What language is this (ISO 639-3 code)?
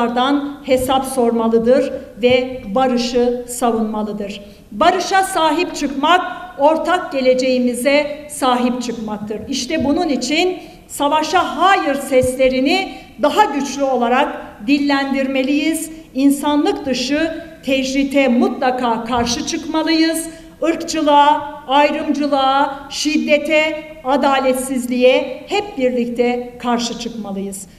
tur